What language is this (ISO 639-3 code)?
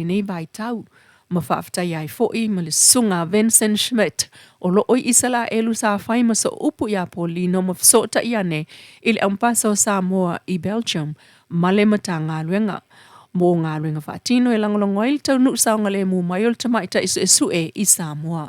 smo